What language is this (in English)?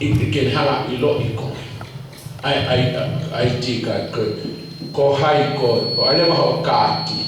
Tongan